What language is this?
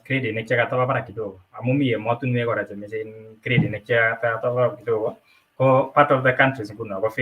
Kalenjin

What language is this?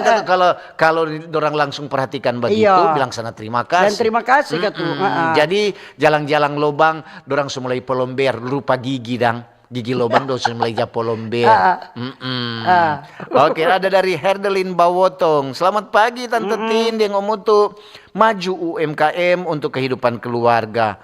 Manado Malay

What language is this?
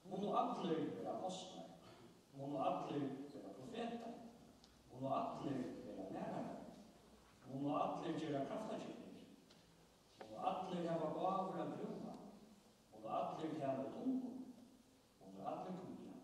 Faroese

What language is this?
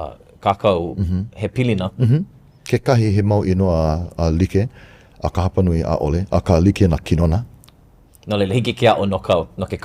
Hawaiian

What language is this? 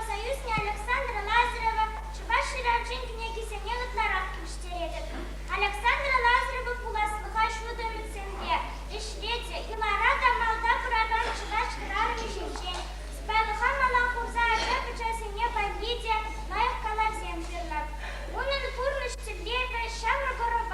Chuvash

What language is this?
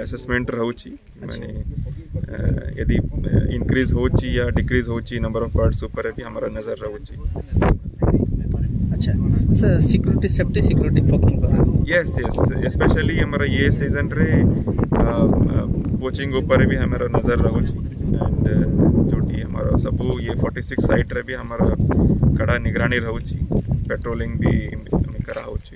Odia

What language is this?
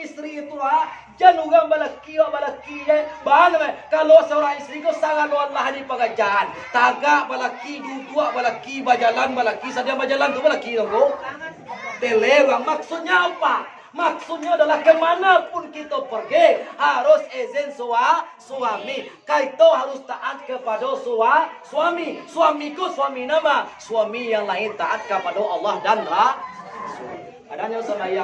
Minangkabau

